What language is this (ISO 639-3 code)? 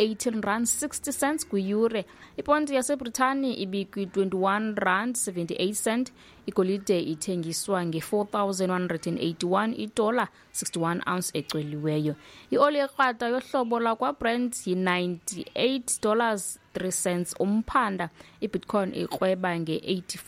xho